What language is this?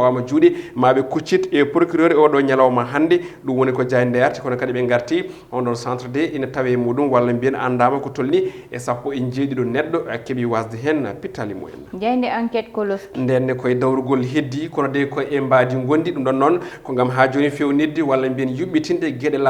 Fula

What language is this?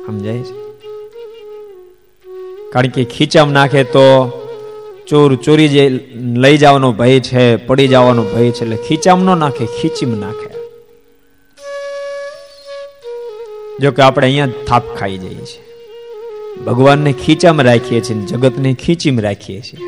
Gujarati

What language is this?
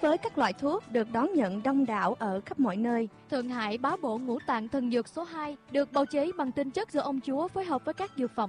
Vietnamese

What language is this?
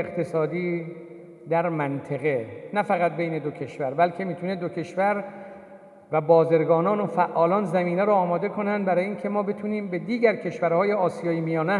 Tajik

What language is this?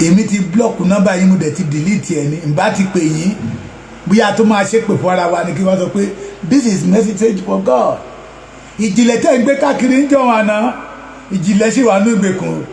Yoruba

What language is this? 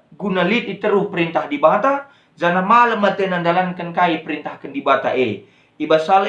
Batak Karo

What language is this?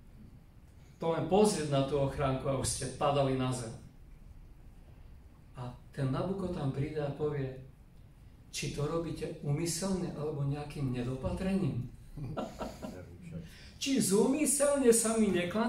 Slovak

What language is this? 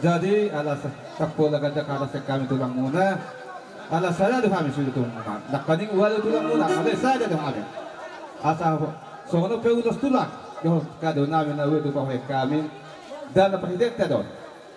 Batak Toba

